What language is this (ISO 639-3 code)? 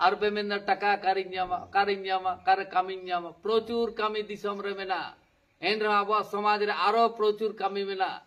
sat